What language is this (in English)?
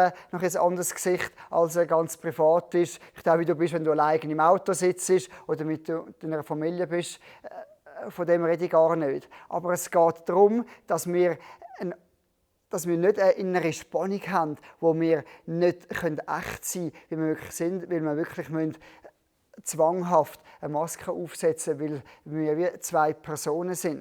Swiss German